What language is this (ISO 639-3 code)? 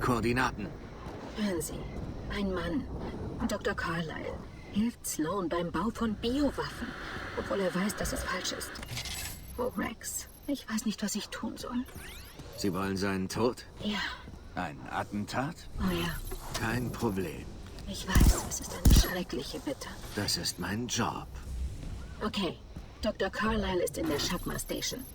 bar